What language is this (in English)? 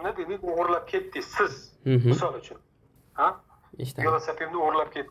Uzbek